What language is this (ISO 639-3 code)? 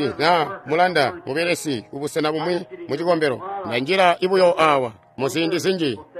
toi